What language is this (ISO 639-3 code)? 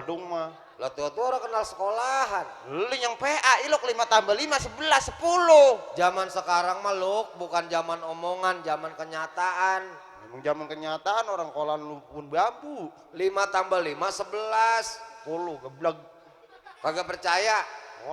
bew